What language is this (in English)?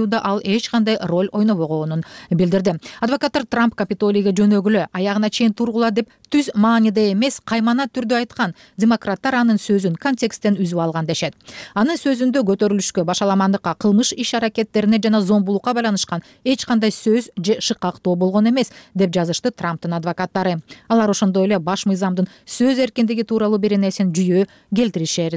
Kyrgyz